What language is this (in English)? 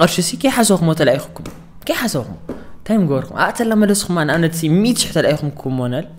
Tigrinya